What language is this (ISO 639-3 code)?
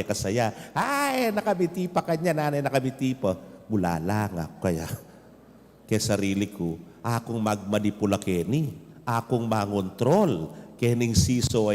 pam